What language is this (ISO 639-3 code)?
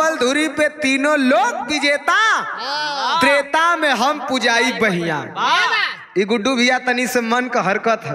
bho